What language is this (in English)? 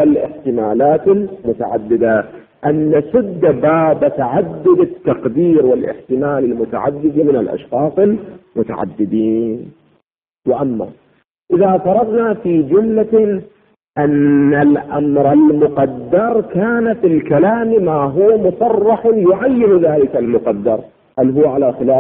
Arabic